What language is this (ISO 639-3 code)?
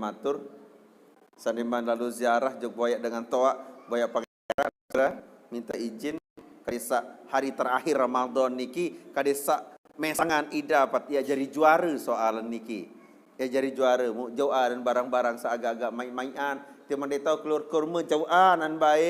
sas